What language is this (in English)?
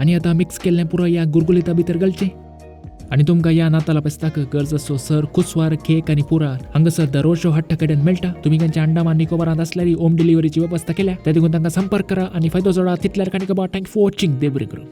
Konkani